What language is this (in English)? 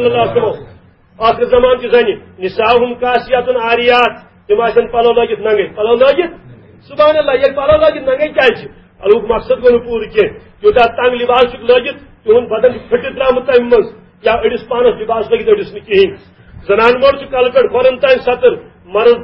Kashmiri